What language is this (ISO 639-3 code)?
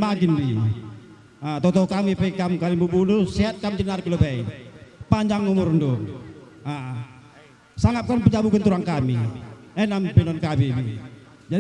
btx